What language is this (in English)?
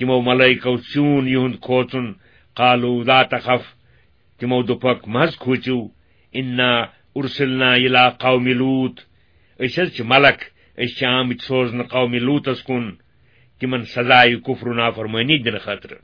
Kashmiri